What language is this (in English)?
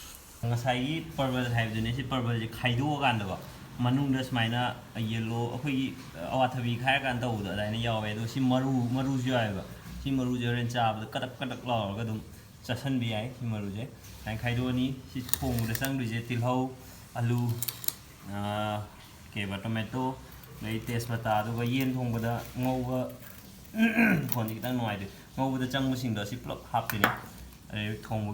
Manipuri